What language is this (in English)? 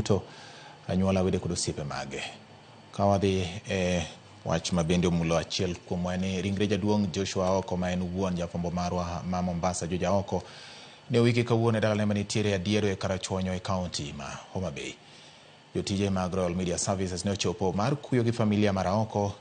Luo (Kenya and Tanzania)